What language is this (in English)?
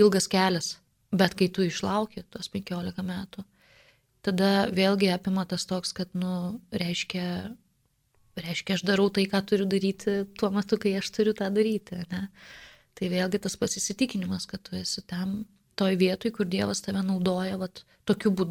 Lithuanian